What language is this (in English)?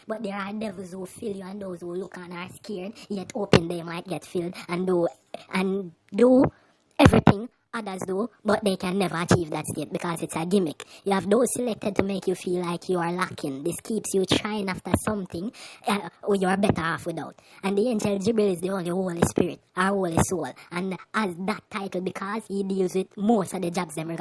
Jamaican Creole English